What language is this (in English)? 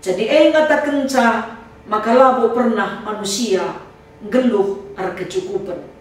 Batak Karo